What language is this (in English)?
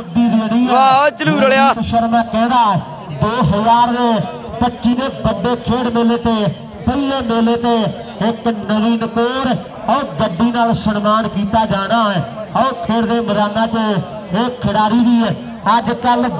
Punjabi